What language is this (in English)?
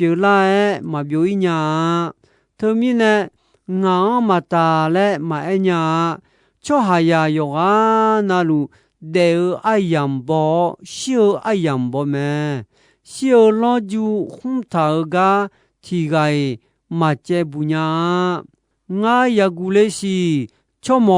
Akha